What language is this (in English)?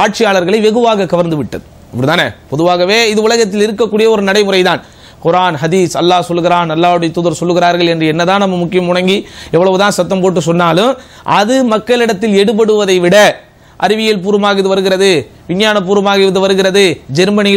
Tamil